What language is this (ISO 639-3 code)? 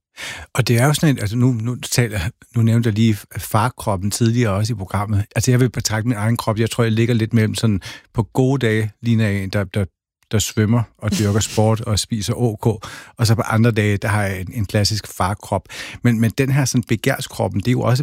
dan